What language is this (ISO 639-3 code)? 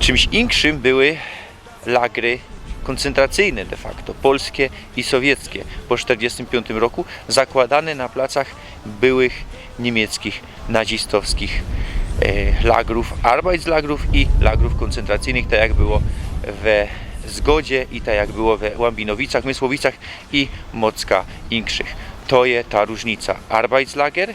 szl